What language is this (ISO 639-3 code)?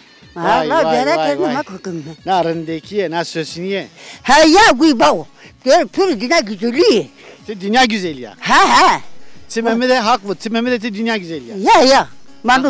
zza